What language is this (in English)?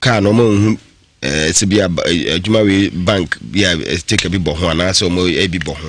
Akan